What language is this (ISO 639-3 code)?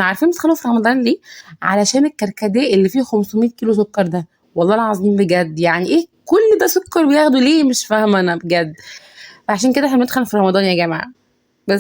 arz